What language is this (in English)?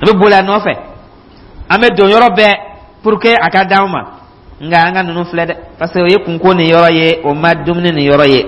Dyula